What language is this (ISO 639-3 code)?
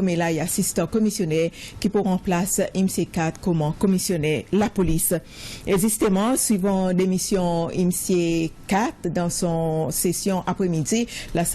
crs